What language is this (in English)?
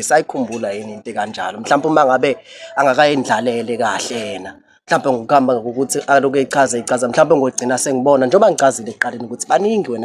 Zulu